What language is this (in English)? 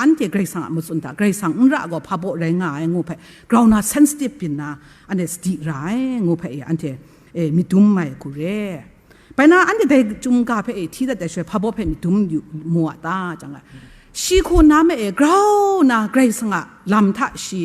Kachin